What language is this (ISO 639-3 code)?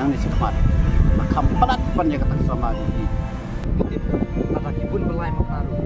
kha